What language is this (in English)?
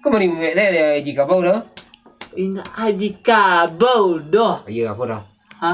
Minangkabau